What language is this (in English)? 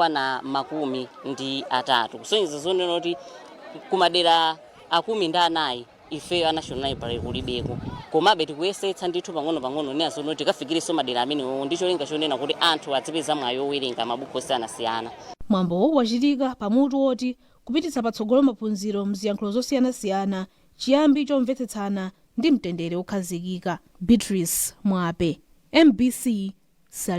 Nyanja